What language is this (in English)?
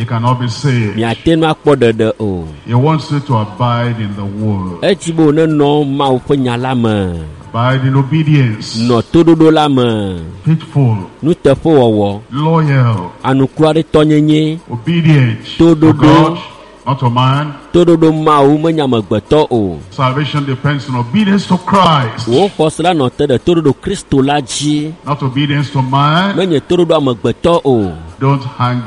Ewe